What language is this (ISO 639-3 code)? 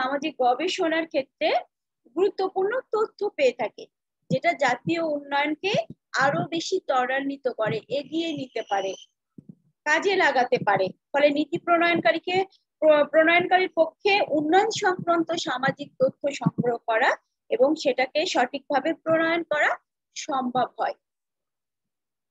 ben